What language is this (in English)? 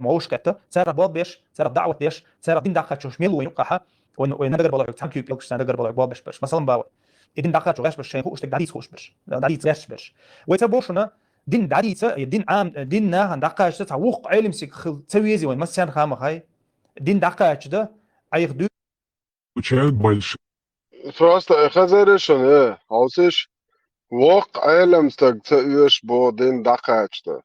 Chechen